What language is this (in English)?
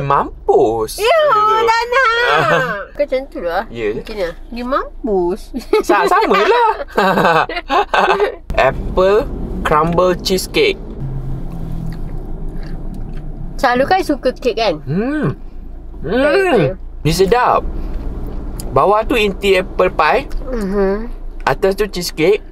Malay